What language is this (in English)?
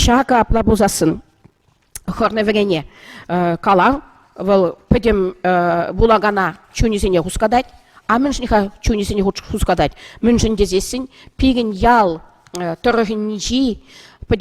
Chuvash